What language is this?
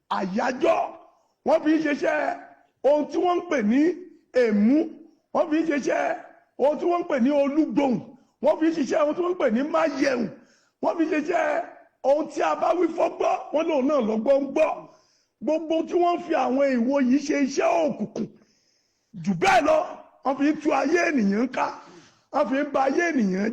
Yoruba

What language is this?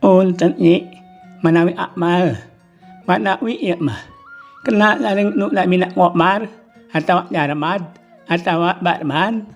Sundanese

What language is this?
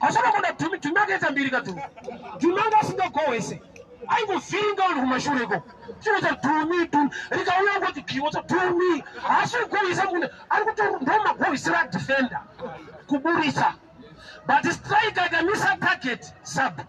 Shona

